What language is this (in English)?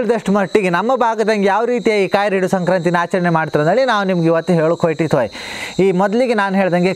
Kannada